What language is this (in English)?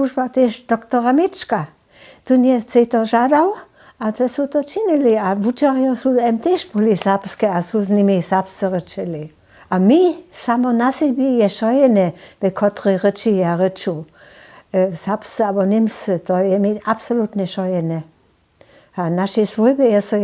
Upper Sorbian